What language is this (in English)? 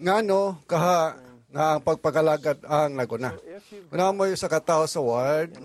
Cebuano